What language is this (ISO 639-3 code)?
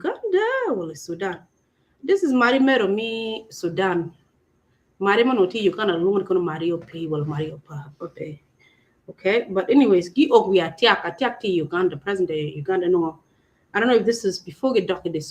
ach